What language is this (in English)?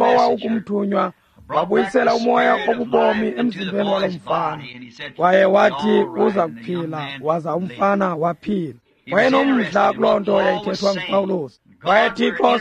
Xhosa